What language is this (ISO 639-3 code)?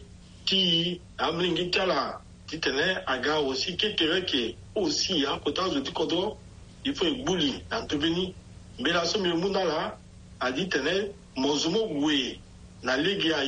sag